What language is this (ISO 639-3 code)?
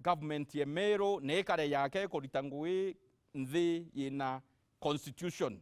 mer